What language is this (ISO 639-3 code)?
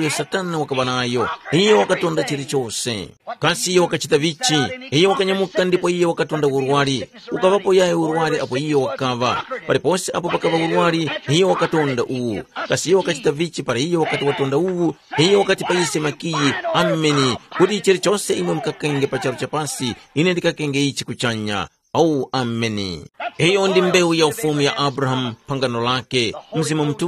tum